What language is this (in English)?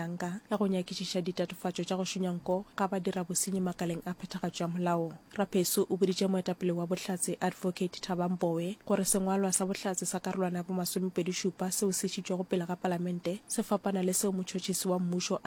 Northern Sotho